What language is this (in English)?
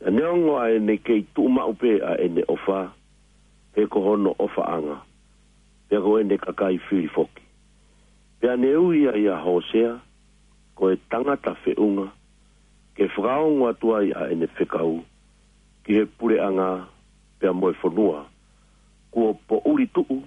Tongan